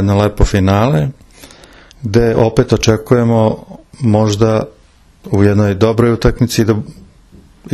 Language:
Serbian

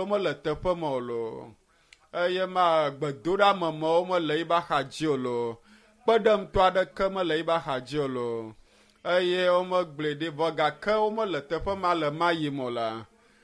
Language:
Ewe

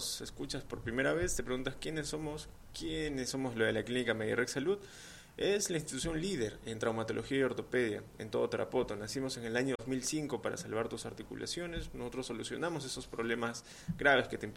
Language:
Spanish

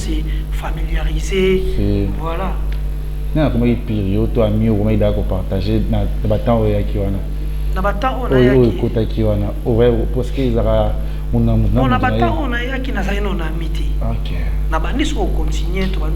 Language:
Lingala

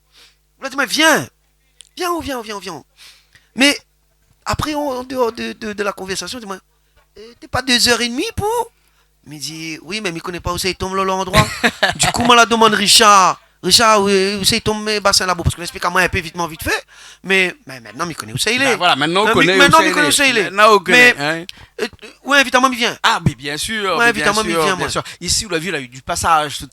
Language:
Réunion Creole French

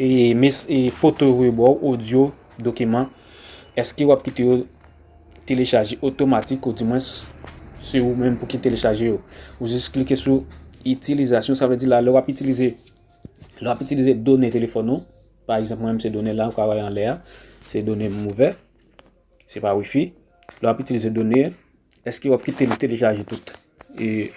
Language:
Haitian Creole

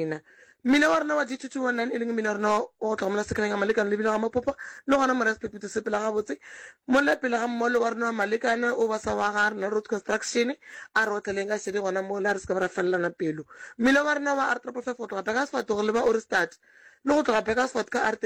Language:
Northern Sotho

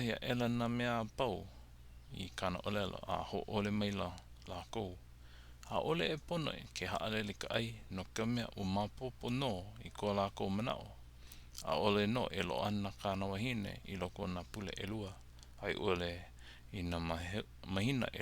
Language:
Hawaiian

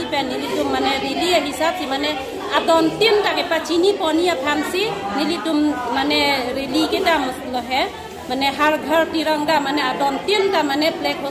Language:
Karbi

